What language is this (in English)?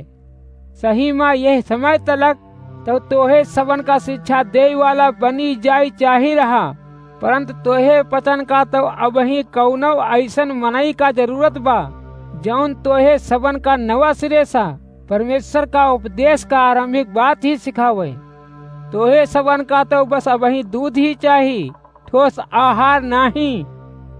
Awadhi